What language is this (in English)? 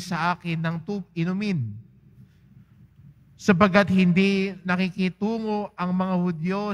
Filipino